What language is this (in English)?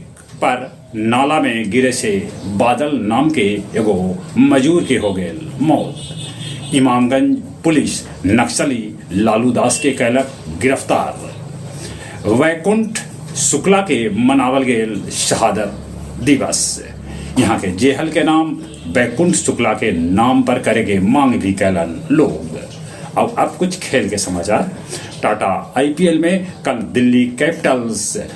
Magahi